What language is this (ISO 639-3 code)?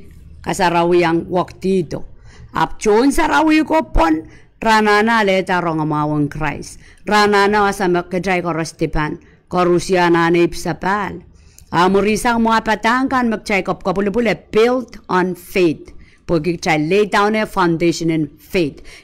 pon